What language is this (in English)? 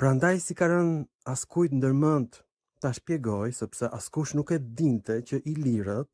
Albanian